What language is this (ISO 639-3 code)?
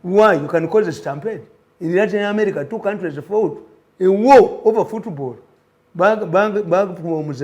lug